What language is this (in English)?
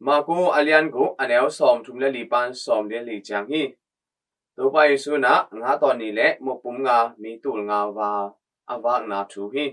Tedim Chin